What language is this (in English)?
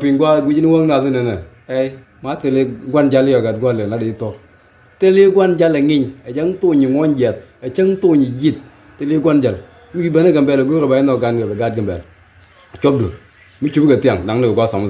Nuer